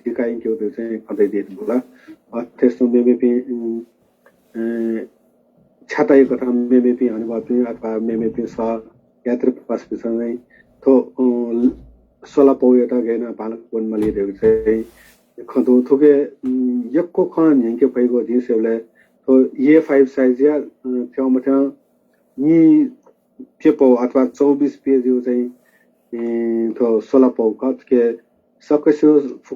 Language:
Newari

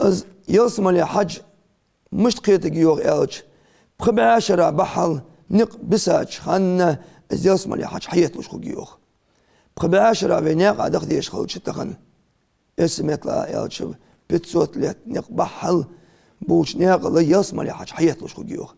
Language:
Ingush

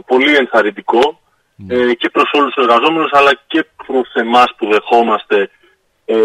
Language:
Greek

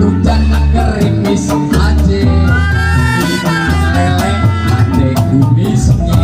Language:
Betawi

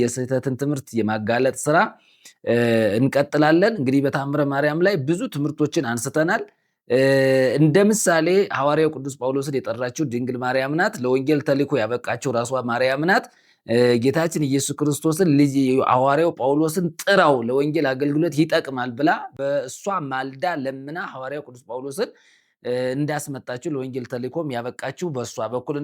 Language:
Amharic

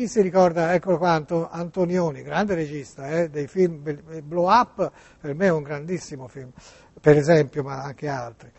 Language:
Italian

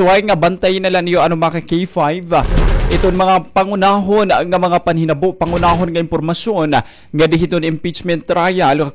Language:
Waray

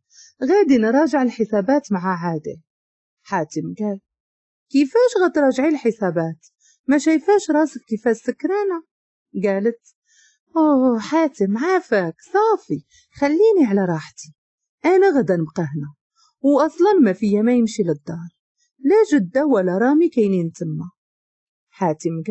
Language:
Moroccan Arabic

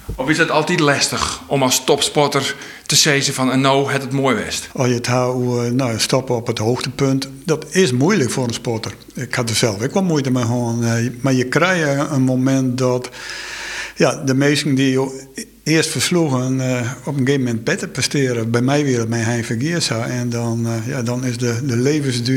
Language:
Western Frisian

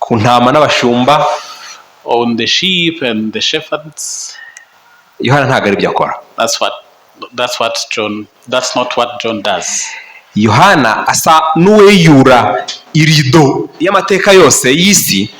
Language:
Kinyarwanda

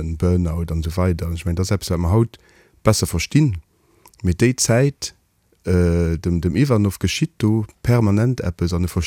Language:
Luxembourgish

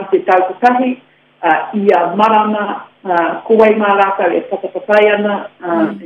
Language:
Māori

